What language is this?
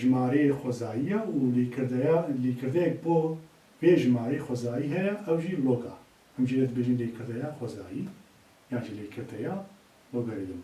Kurdish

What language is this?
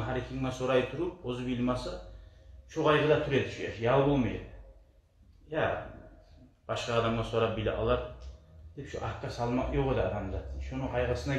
Kumyk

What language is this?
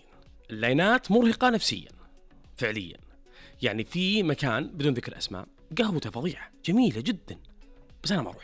Najdi Arabic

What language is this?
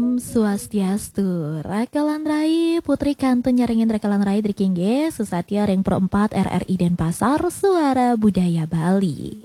Balinese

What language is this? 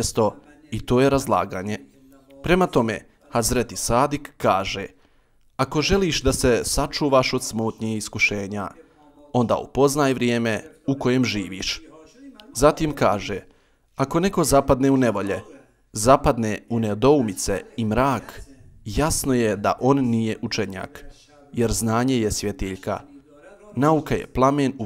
Bosnian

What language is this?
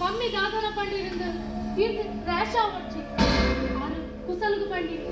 Tulu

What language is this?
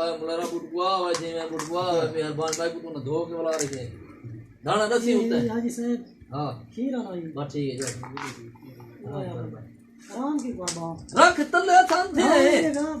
Saraiki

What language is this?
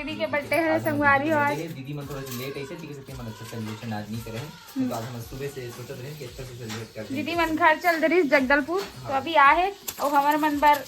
Chhattisgarhi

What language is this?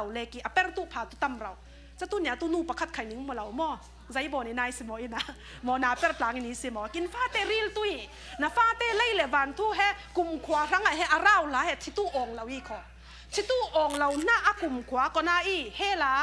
Falam Chin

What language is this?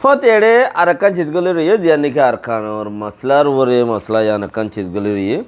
Rohingya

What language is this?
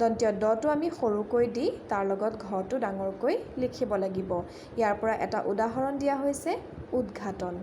Assamese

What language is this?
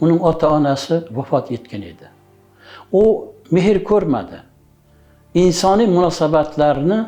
Uzbek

